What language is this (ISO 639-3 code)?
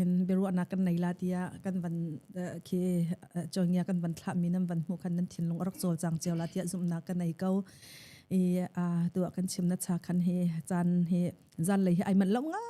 cnh